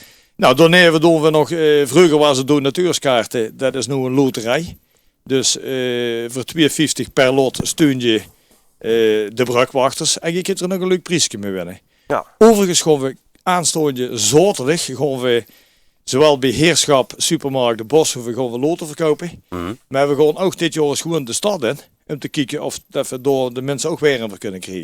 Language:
Limburgish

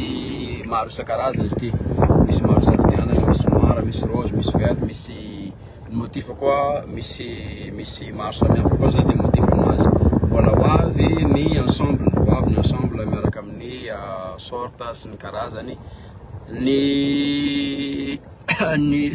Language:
Malagasy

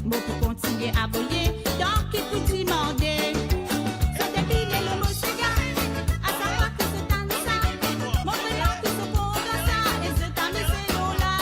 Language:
Morisyen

